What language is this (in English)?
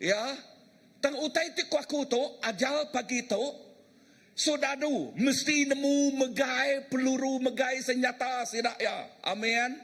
Iban